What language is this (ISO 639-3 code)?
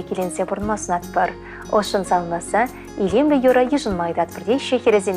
chv